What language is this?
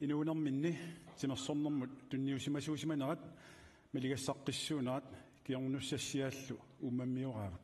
Kalaallisut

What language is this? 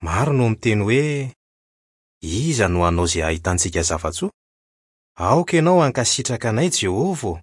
Malagasy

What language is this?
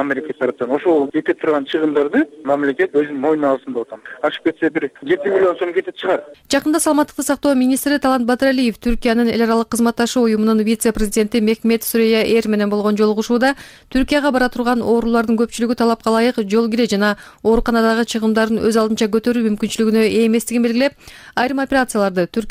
Kyrgyz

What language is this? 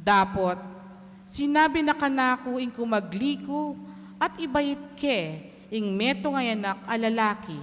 Pampanga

